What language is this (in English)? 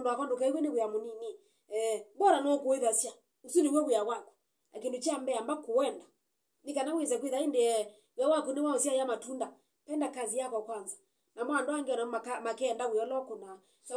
Kamba